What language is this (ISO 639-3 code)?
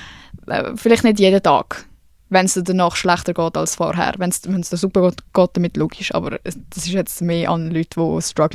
gsw